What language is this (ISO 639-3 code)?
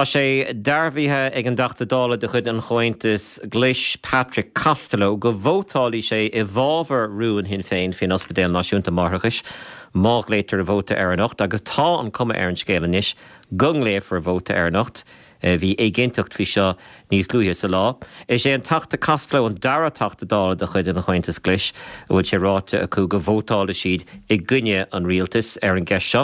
gle